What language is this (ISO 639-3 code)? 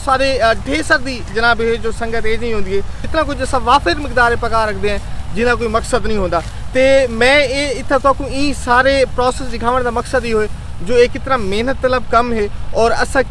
skr